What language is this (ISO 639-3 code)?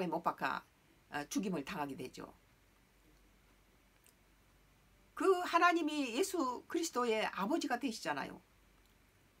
kor